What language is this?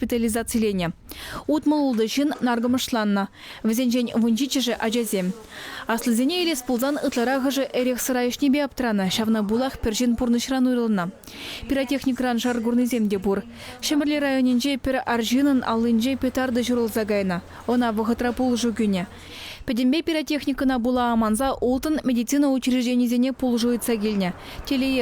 Chuvash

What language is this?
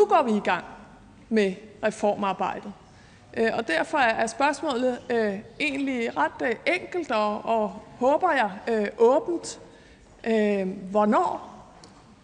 Danish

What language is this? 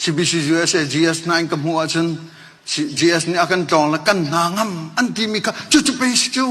Hakha Chin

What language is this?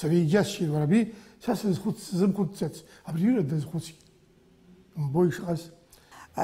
Abkhazian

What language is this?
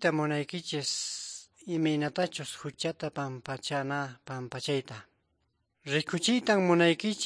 Quechua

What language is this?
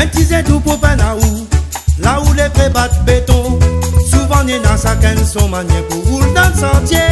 Réunion Creole French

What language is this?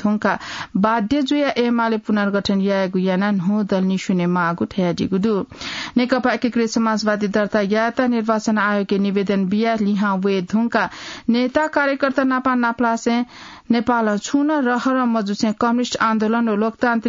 Newari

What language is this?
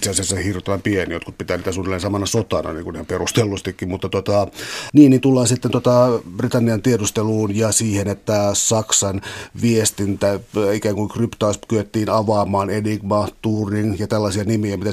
Finnish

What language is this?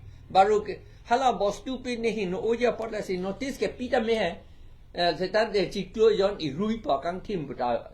Karbi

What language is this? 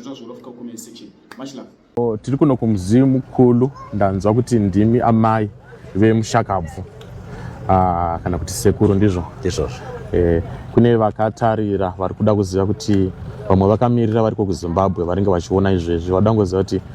Shona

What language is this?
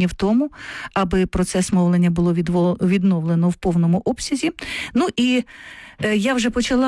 Ukrainian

